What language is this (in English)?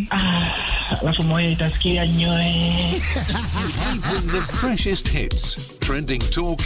Swahili